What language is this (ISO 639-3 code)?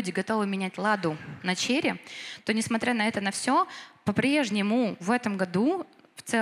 rus